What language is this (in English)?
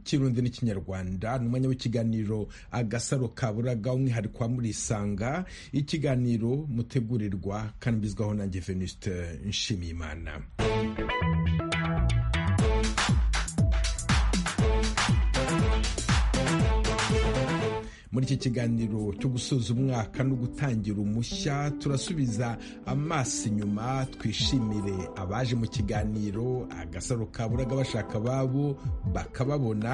Kinyarwanda